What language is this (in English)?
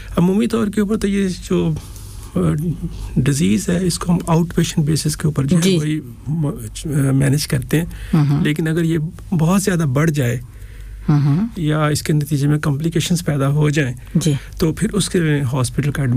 Urdu